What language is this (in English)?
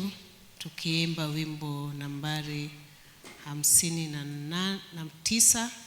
Swahili